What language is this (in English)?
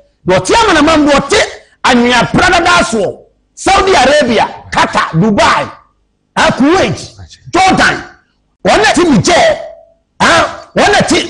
Akan